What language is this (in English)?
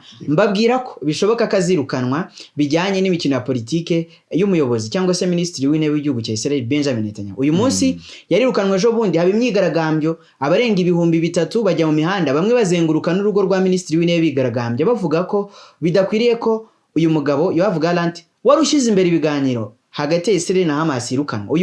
Kinyarwanda